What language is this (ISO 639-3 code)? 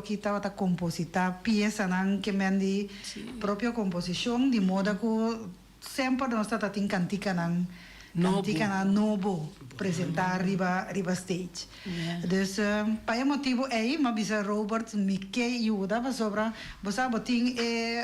pap